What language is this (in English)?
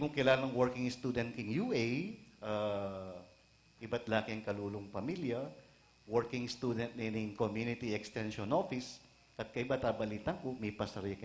Pampanga